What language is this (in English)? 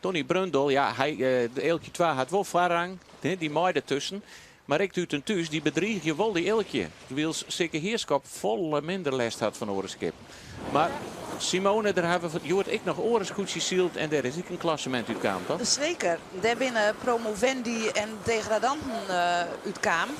Western Frisian